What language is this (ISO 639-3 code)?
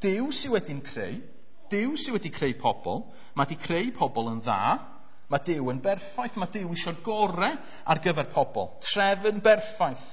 cym